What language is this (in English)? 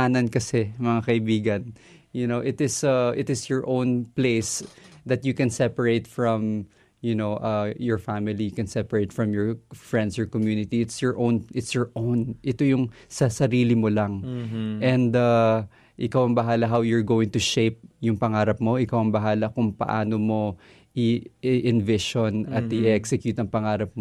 Filipino